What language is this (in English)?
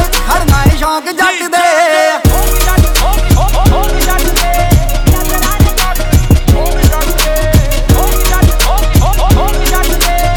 Punjabi